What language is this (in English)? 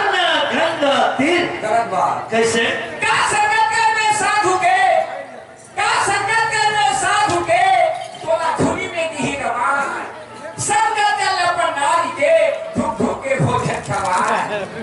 Chhattisgarhi